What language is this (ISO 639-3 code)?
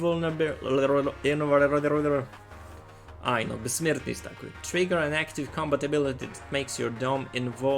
rue